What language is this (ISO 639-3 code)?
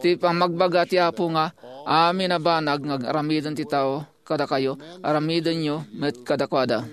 ilo